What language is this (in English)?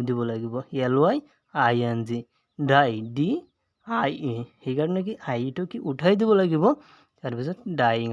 Assamese